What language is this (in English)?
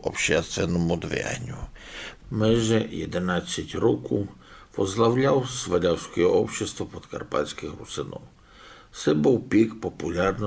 Rusyn